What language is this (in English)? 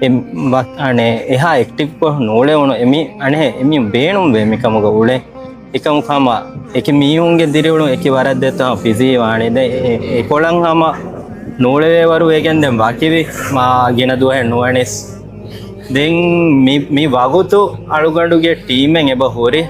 Divehi